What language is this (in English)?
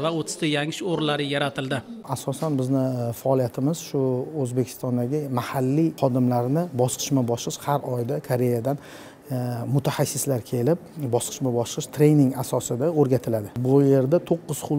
Uzbek